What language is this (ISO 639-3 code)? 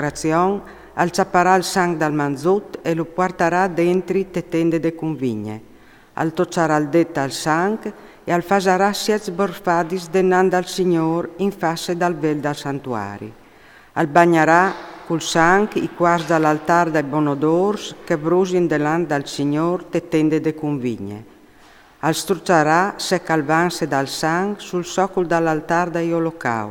fur